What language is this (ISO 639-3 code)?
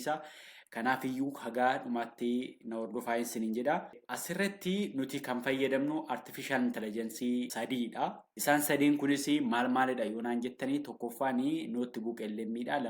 orm